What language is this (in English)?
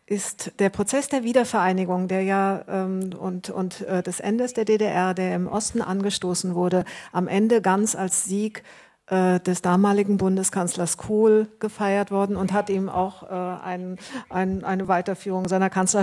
German